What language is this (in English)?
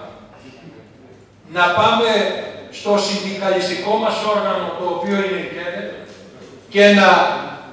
Greek